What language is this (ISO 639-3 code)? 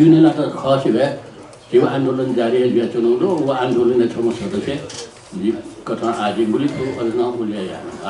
new